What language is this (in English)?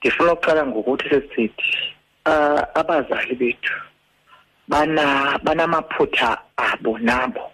Xhosa